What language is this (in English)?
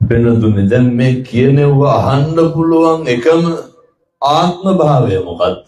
Sinhala